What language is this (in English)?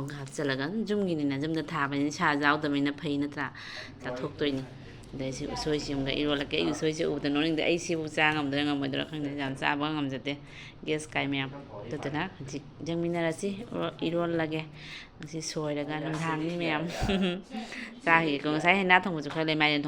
Manipuri